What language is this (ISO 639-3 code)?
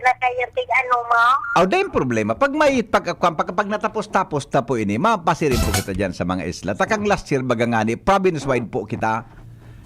bik